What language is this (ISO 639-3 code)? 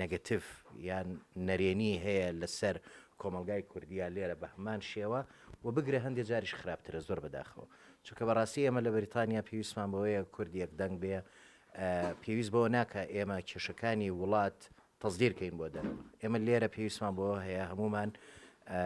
ckb